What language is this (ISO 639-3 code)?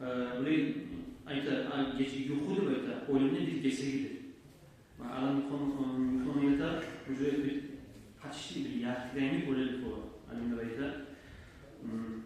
kum